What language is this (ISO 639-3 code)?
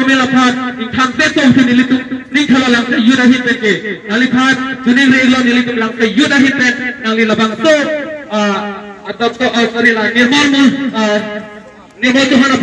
mjw